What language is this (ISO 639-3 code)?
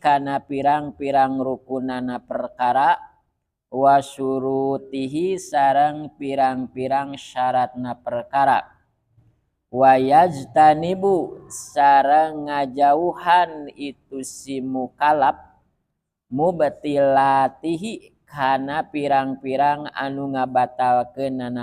sun